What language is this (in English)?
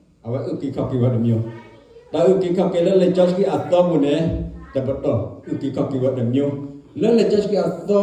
S'gaw Karen